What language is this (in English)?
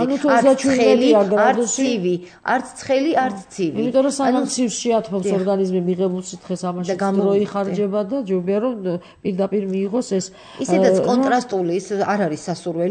Georgian